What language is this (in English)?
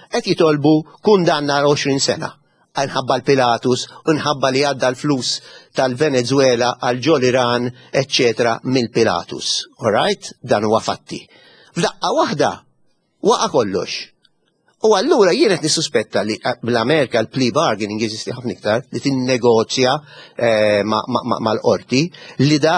Maltese